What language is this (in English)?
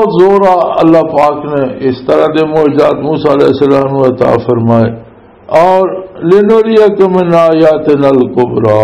Western Panjabi